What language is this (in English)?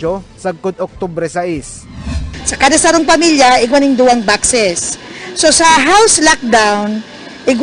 Bikol